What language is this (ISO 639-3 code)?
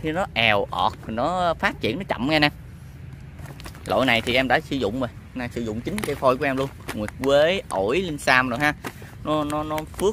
vie